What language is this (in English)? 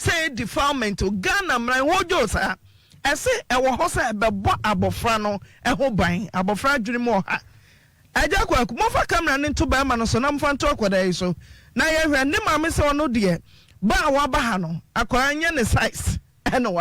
Akan